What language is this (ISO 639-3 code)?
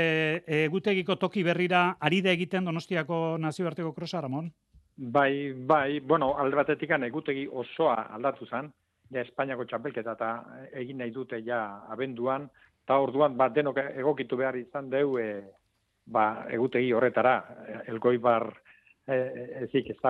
eus